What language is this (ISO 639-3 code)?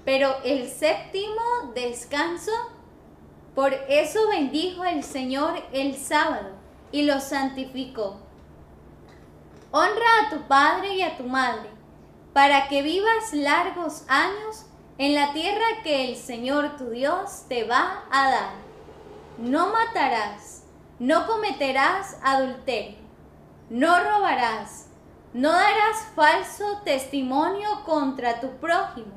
spa